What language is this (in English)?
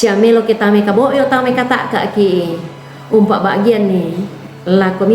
Toraja-Sa'dan